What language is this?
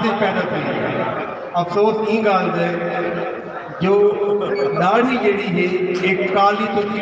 Saraiki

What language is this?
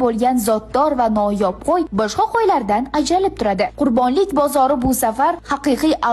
Uzbek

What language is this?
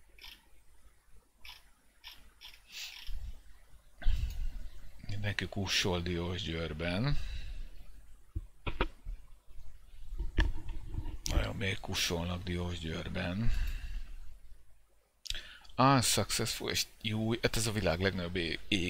Hungarian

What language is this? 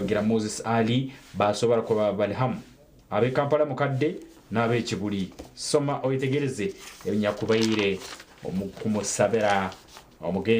Nyankole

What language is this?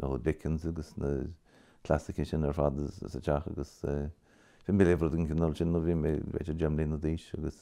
Irish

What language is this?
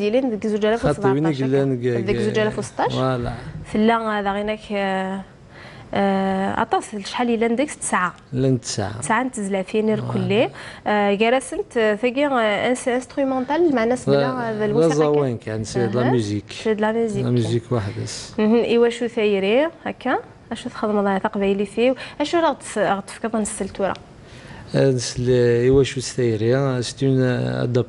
Kabyle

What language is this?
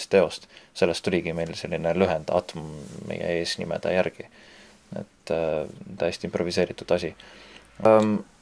Estonian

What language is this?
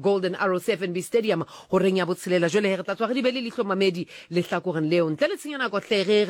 Southern Sotho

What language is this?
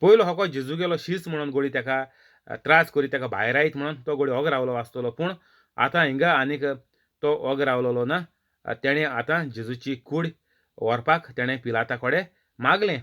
Konkani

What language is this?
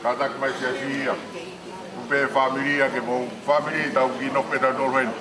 Tongan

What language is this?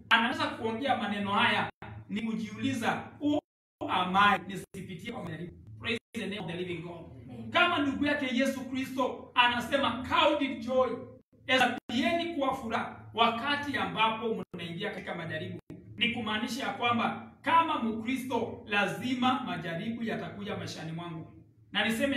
Swahili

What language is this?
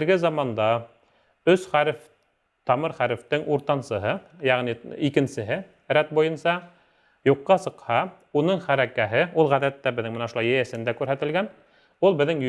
Bashkir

